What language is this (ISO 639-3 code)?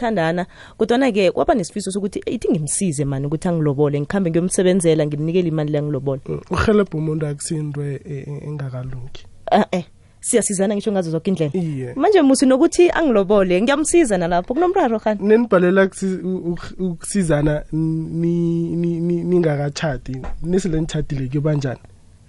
nbl